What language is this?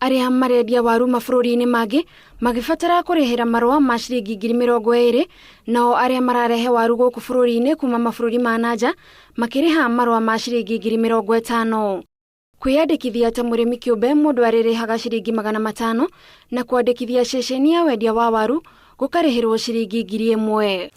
Kikuyu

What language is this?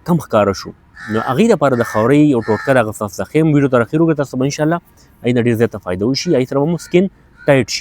Pashto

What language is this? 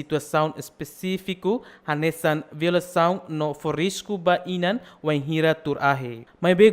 Tetum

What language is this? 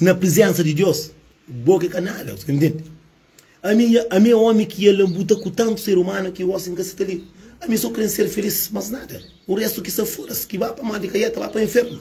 Kabuverdianu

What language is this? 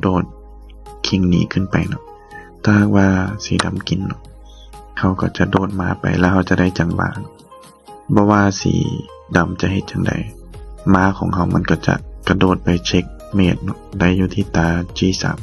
Lao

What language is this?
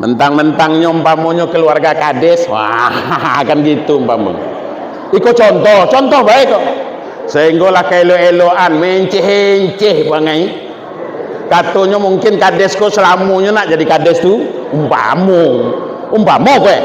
Minangkabau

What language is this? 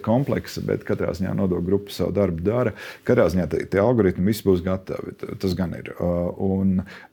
Latvian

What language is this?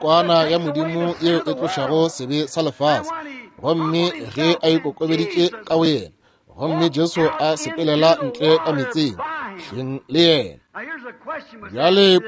Northern Sotho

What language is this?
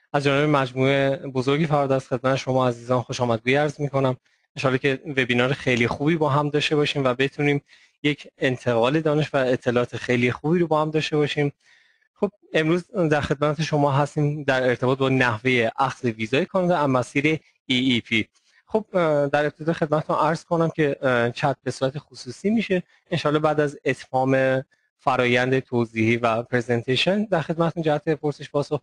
Persian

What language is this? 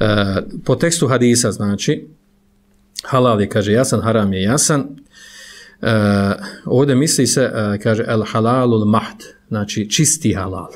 Bosnian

